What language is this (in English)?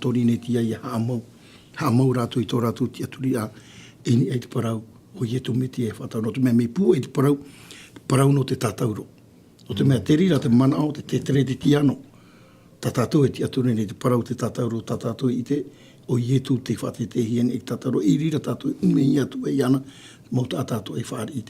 Tahitian